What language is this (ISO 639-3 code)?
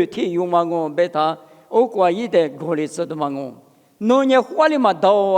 lis